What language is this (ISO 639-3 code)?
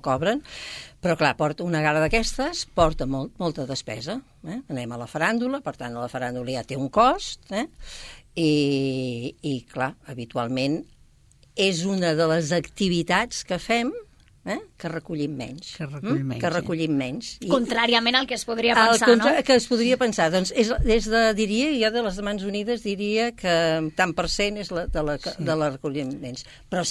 cat